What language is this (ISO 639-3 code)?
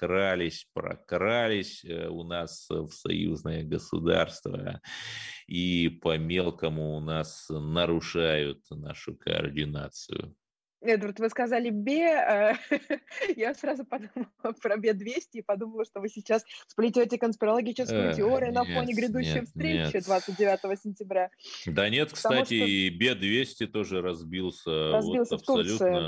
rus